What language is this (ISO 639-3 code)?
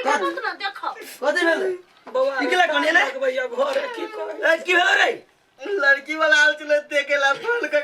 mai